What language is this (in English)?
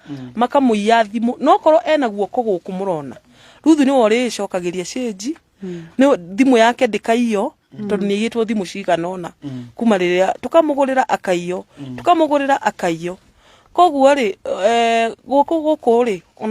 Kikuyu